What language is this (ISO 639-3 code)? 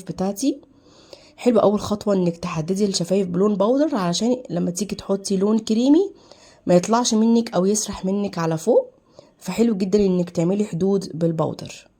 arz